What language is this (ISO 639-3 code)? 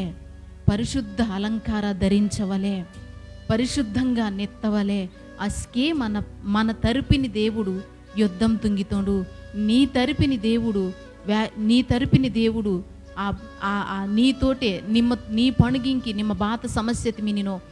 kff